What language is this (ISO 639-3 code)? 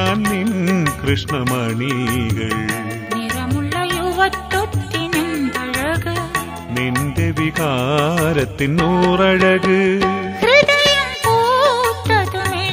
mal